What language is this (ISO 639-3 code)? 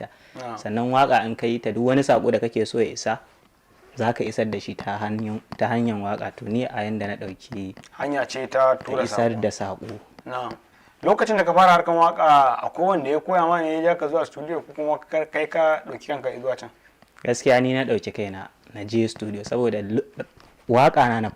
hau